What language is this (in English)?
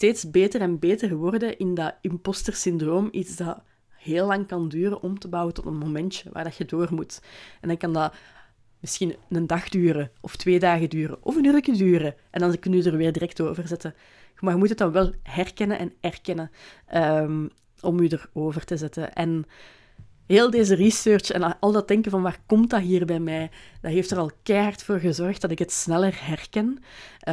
Dutch